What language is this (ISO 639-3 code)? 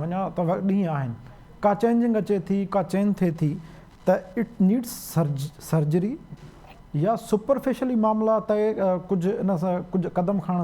snd